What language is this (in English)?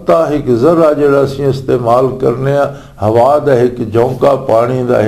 Western Panjabi